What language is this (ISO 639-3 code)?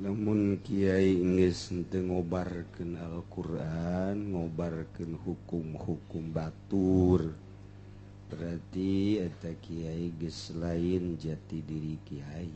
sun